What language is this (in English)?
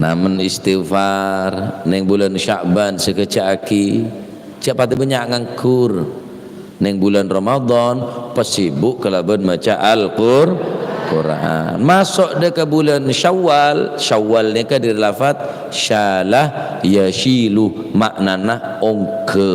Madurese